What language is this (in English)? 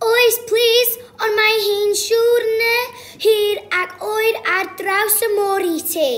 Welsh